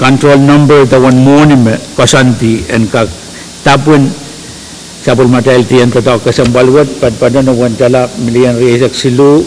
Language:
Pohnpeian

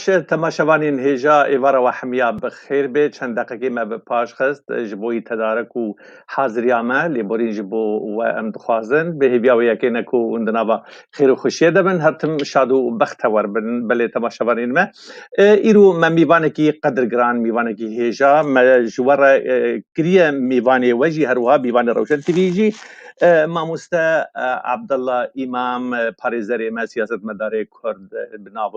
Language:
Kurdish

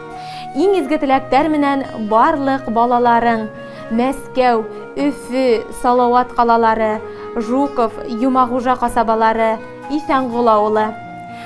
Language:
Bashkir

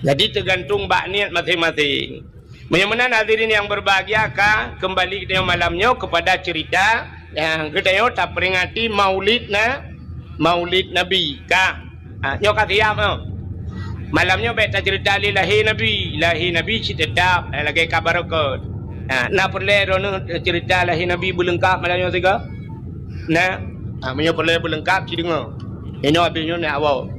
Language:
Achinese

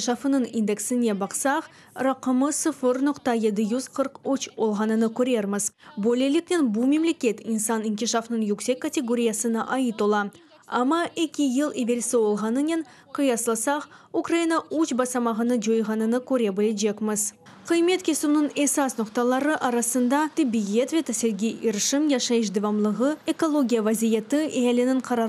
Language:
Crimean Tatar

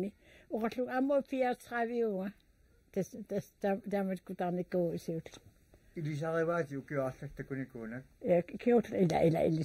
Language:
Kalaallisut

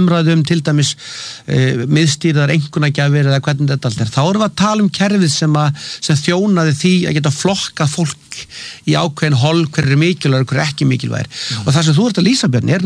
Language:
Icelandic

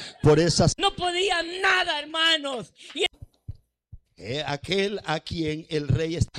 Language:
Spanish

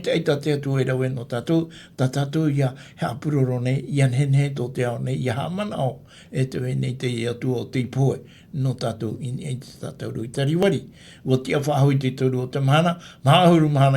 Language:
Tahitian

